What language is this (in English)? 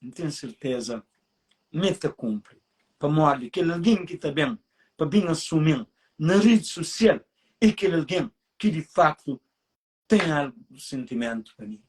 Kabuverdianu